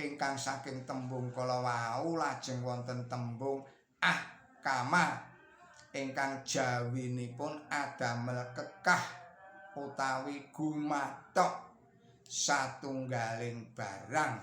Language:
Javanese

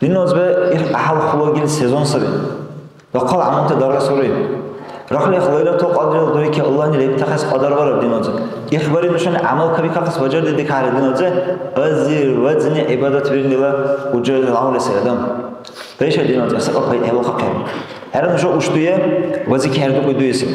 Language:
Dargwa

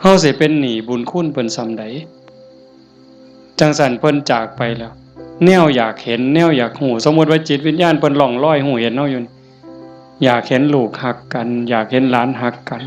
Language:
Northeastern Thai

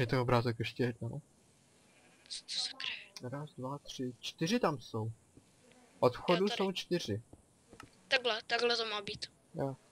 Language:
Czech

